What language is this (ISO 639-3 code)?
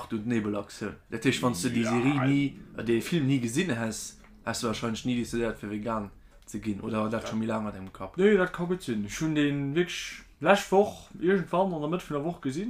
ltz